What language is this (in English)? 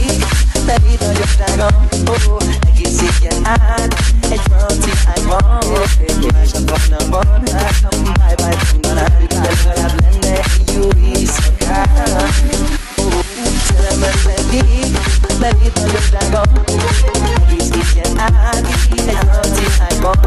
Hungarian